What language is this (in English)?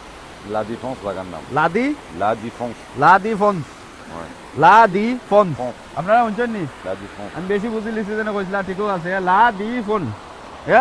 Sylheti